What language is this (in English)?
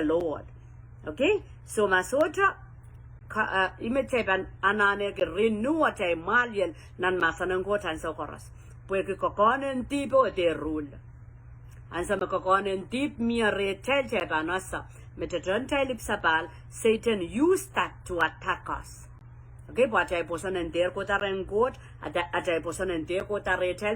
Pohnpeian